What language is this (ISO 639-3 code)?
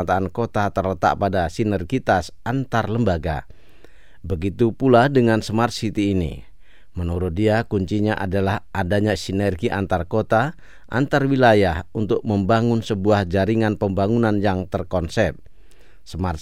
ind